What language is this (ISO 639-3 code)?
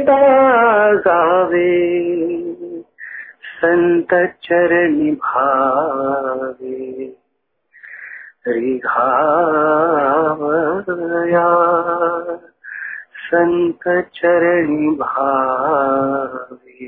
mar